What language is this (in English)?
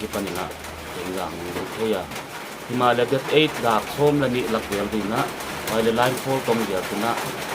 Paite Chin